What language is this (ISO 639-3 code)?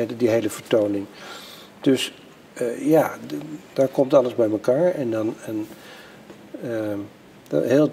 nld